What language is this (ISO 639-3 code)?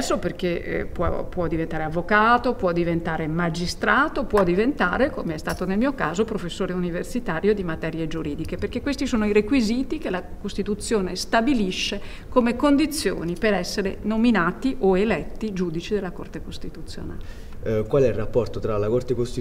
ita